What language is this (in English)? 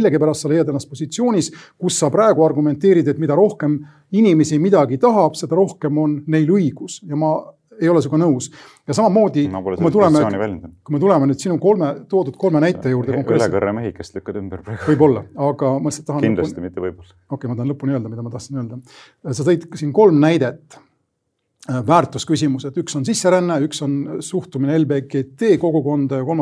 Estonian